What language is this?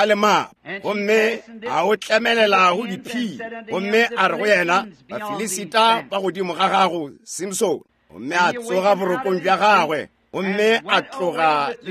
Northern Sotho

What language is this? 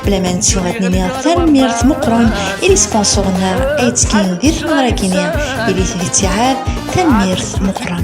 Kabyle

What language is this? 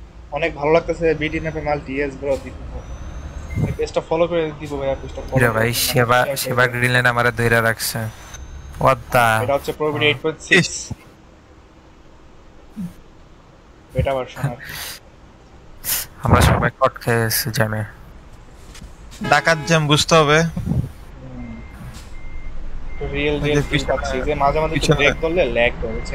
Bangla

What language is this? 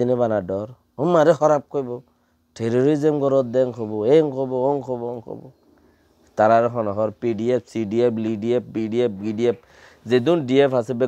Rohingya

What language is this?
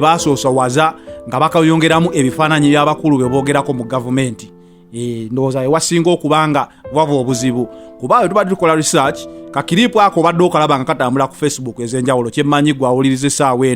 Ganda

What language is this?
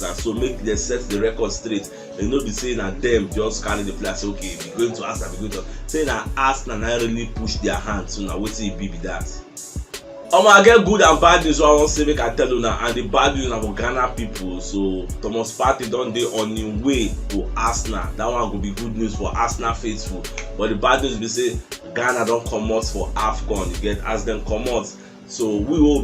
Nigerian Pidgin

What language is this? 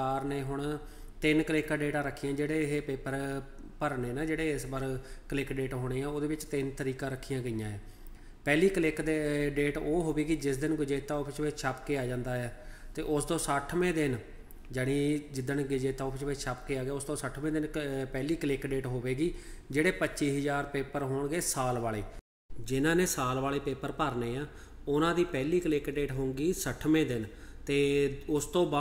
Punjabi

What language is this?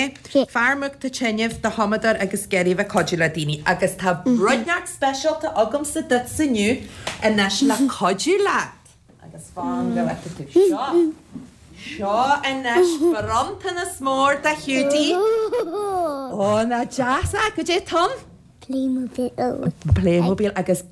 Irish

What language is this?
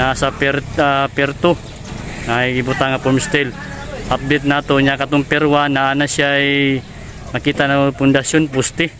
Cebuano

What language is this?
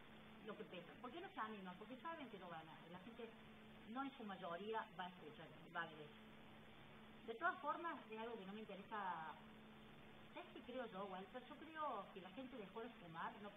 Spanish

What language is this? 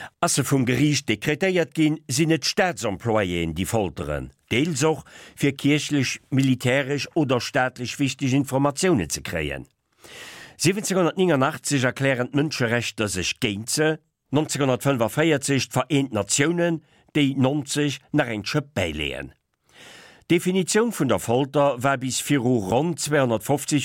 Luxembourgish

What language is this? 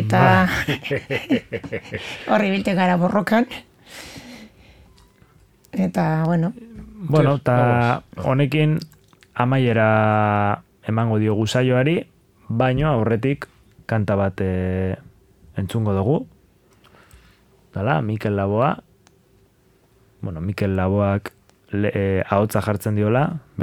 Basque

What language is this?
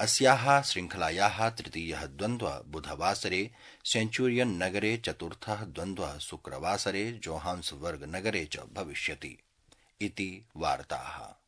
Sanskrit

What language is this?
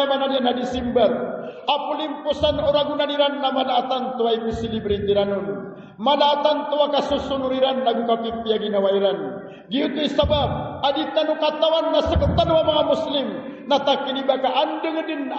Maranao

